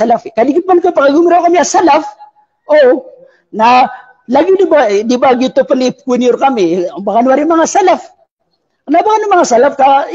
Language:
Maranao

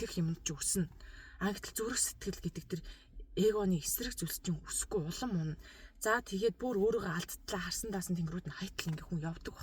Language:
Mongolian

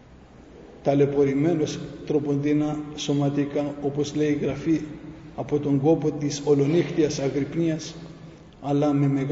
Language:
Greek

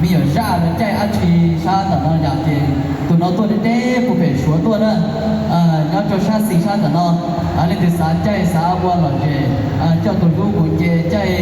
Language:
Hmong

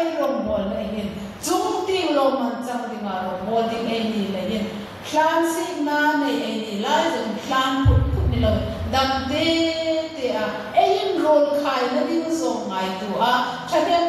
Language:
Hmar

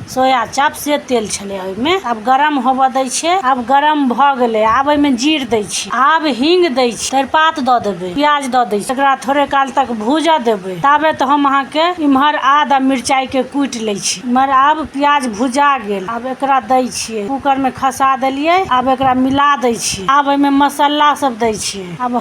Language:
Maithili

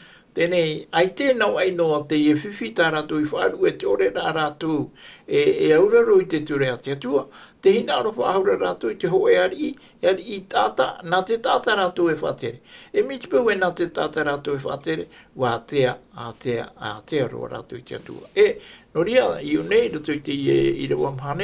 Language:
Tahitian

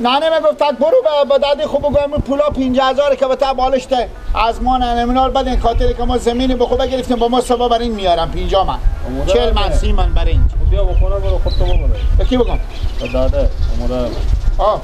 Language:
Persian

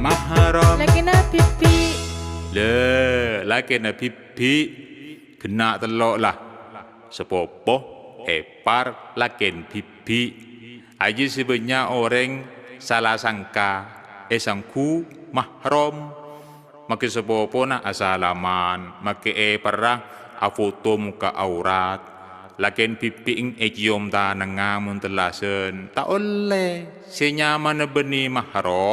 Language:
Madurese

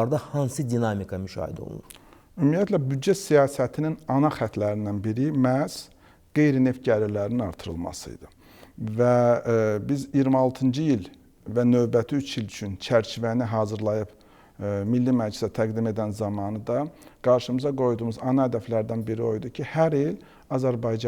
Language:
Azerbaijani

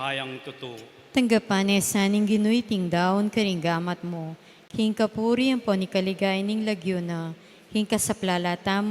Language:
Pampanga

